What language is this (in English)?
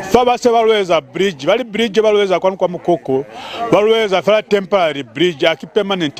Lozi